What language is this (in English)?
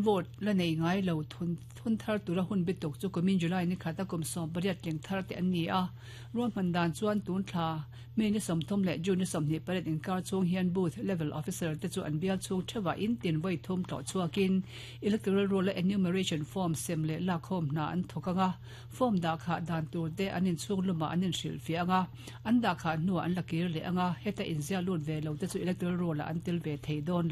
Mizo